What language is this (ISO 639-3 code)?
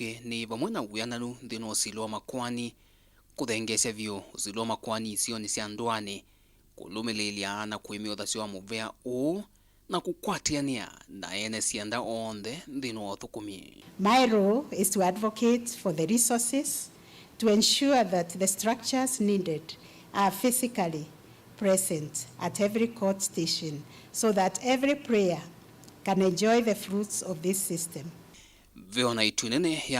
kam